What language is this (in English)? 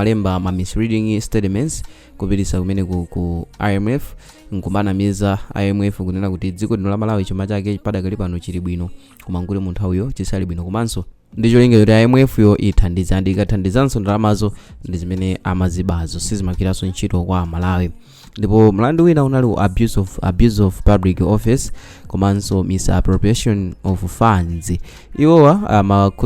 Nyanja